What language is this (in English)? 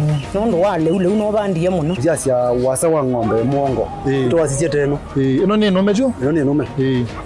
Kamba